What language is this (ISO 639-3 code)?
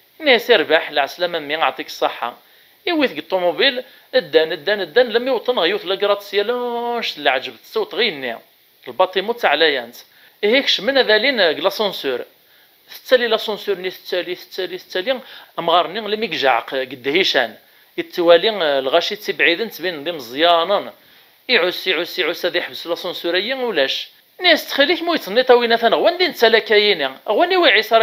kab